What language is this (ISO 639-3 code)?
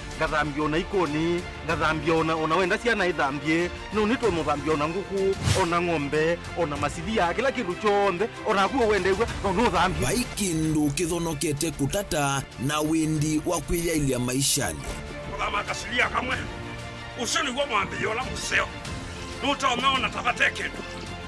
kam